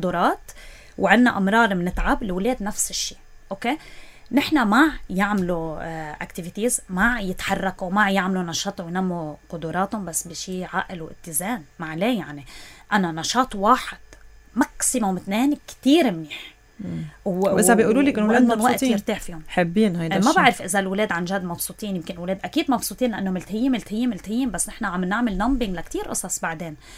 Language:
North Levantine Arabic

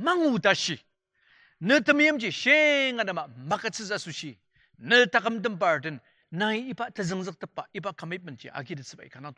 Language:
Ao Naga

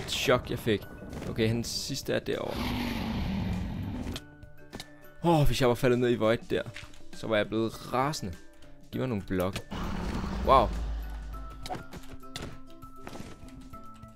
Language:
Danish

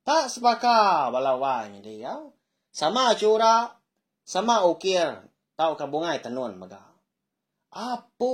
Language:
Iban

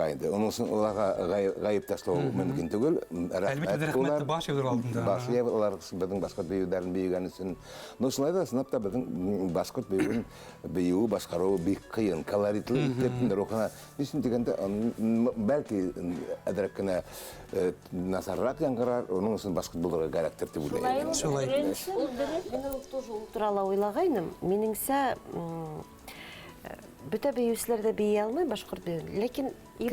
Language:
Bashkir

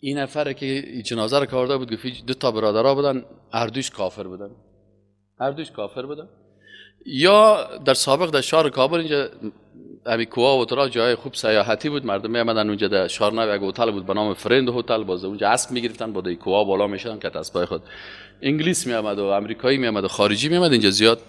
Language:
Persian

